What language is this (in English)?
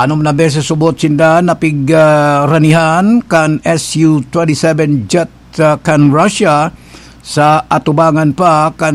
Bikol